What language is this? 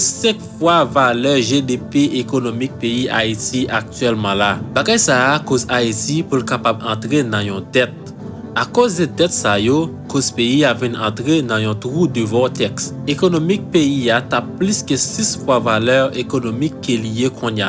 Haitian Creole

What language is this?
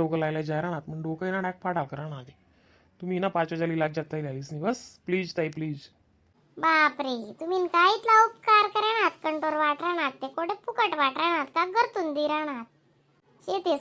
Khandesi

